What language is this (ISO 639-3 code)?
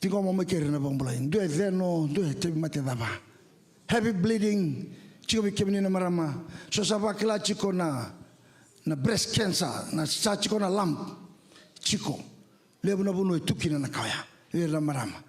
fij